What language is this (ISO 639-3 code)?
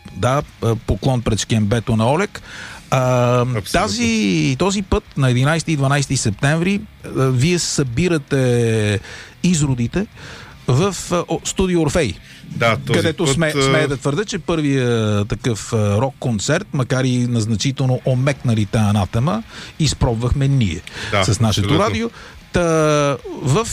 bul